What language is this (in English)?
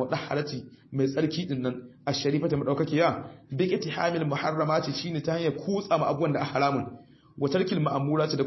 Hausa